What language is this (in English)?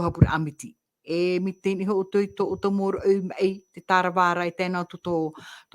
Tahitian